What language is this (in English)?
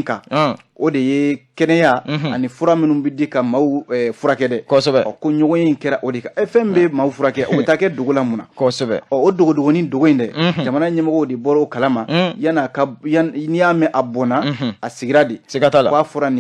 Bambara